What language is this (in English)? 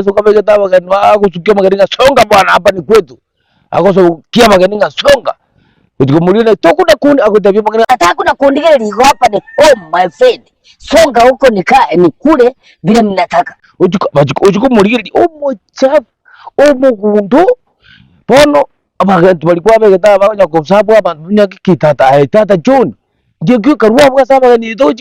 Gusii